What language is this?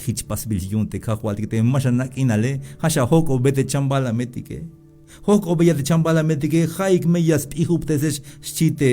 Tzeltal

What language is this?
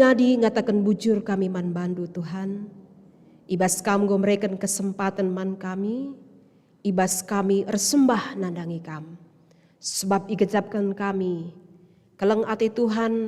Batak Karo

